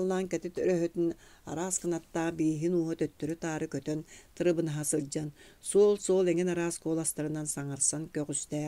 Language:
Yakut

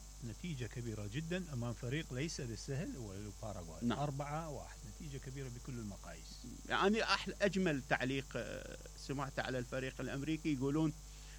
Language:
Mesopotamian Arabic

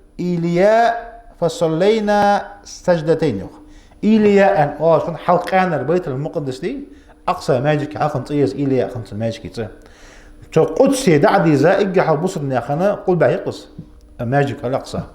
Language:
Ingush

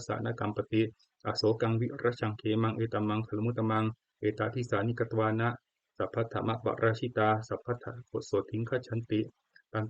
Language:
Pali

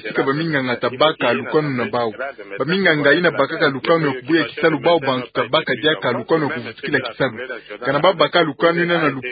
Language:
Kituba (Democratic Republic of Congo)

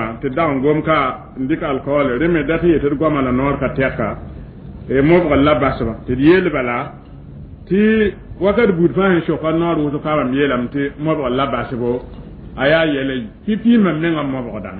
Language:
Mossi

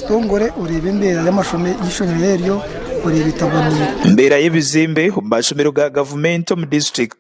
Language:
Nyankole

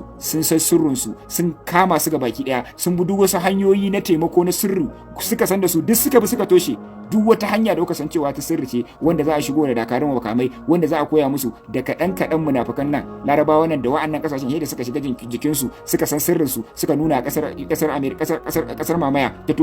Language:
Hausa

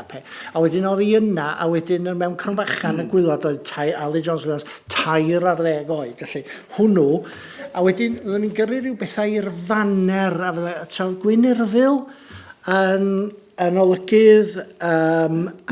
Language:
Welsh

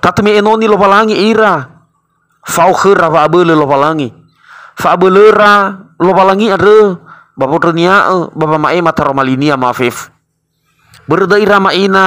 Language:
Nias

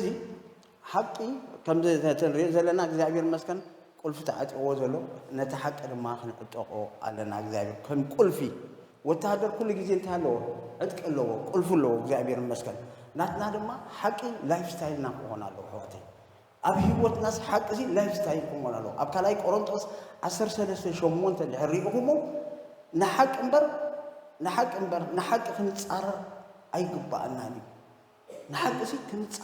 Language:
Tigrinya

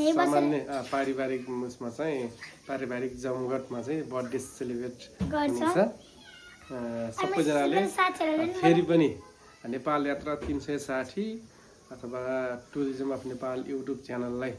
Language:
Nepali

